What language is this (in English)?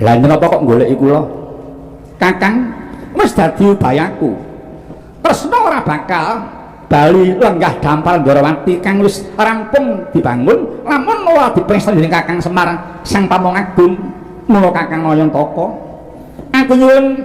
Javanese